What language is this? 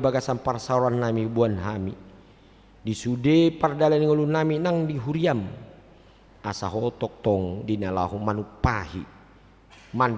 Batak Toba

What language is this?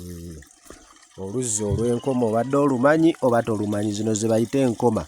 Ganda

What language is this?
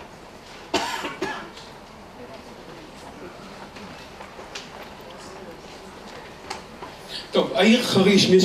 Hebrew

